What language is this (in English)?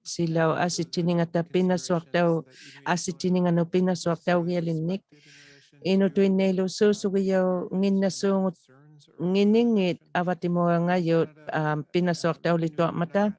Inuktitut